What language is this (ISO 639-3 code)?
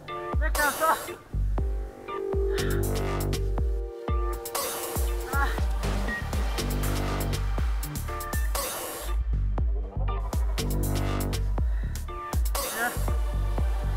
spa